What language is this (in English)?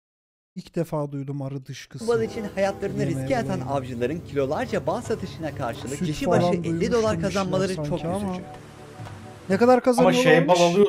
Turkish